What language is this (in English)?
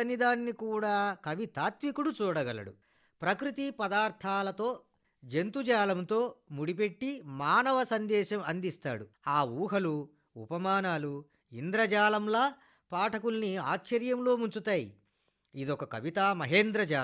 Telugu